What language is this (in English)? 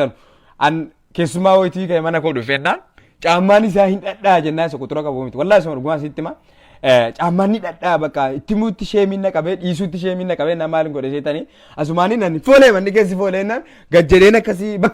Oromo